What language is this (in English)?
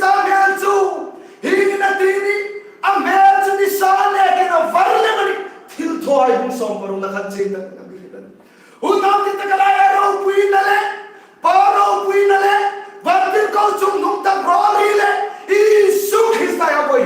Hmar